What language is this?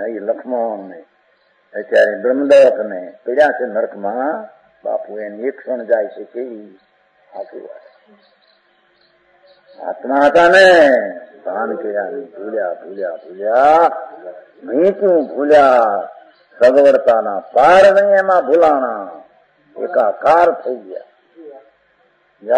Gujarati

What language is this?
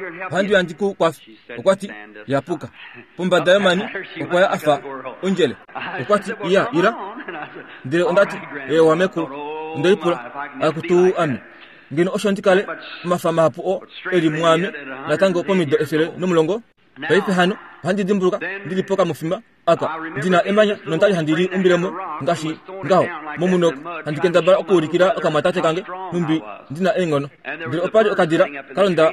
Kuanyama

